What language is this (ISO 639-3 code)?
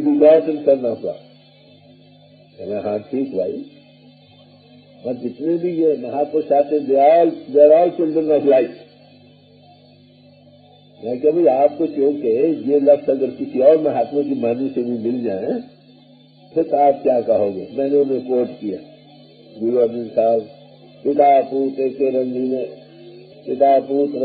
hin